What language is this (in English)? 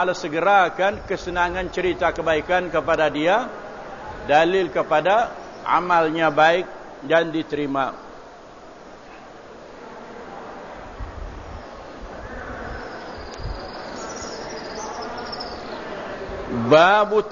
Malay